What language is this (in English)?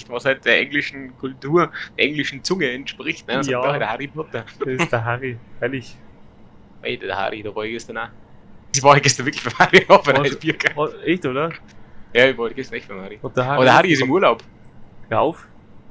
Bavarian